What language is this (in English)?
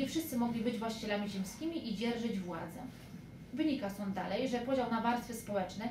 Polish